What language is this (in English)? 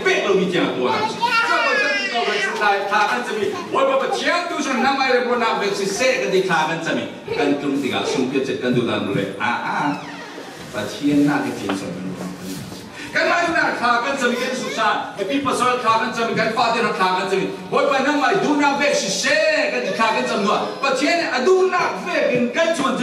Falam Chin